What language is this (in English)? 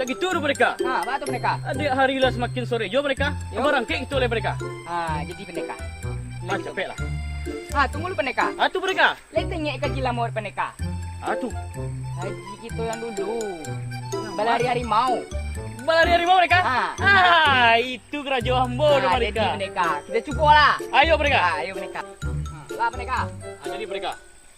Minangkabau